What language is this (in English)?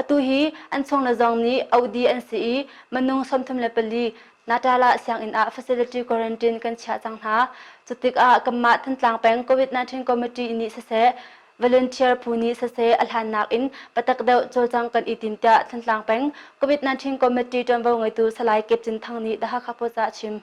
Hakha Chin